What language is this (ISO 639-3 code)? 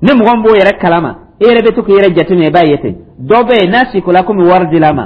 dyu